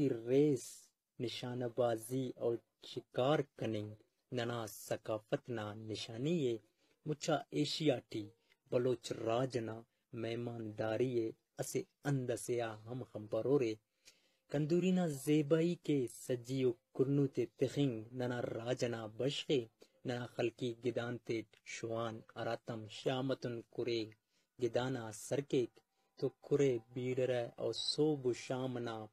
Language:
Brahui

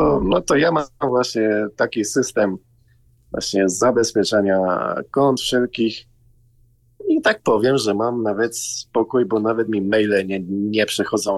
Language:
Polish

